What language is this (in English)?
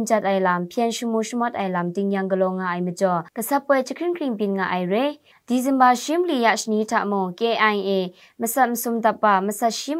Kachin